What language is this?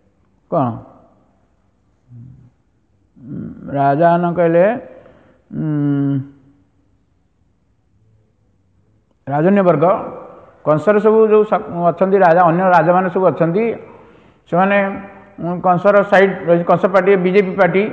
Odia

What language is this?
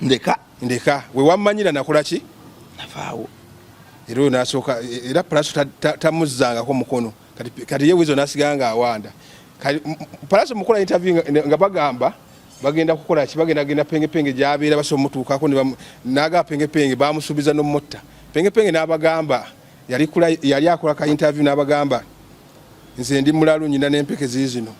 Ganda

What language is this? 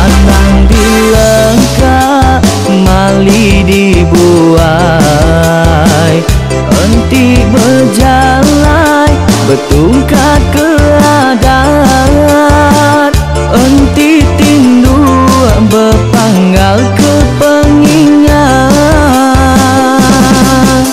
Iban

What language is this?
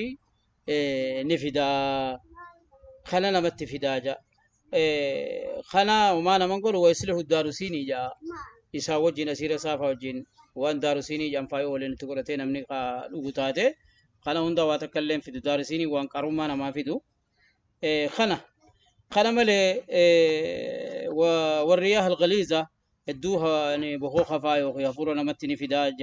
Oromo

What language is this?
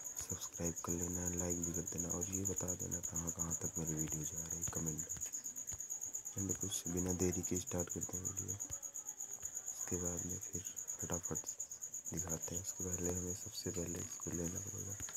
Hindi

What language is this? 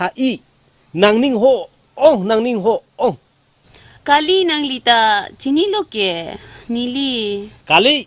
Karbi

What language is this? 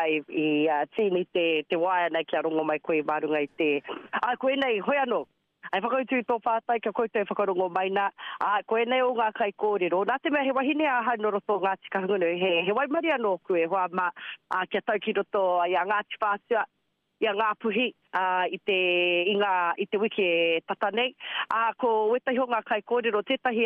Māori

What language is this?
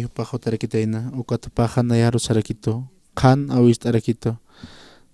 Aymara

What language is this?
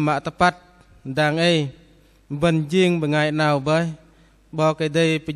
Bahnar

